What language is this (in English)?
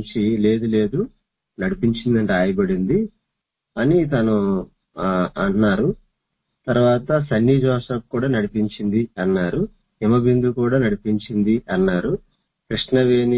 Telugu